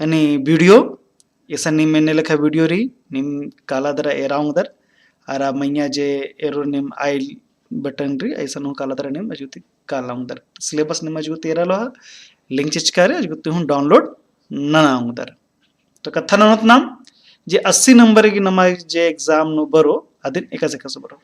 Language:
Kurukh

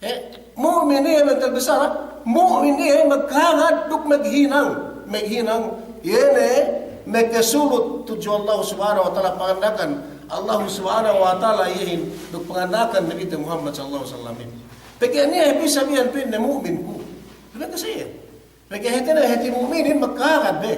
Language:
Yakan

